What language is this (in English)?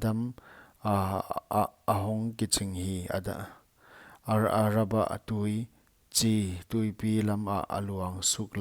Paite Chin